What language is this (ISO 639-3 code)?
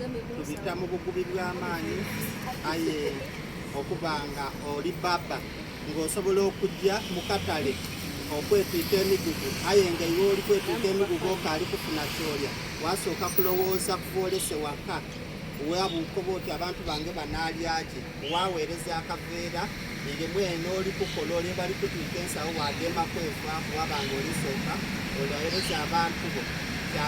xog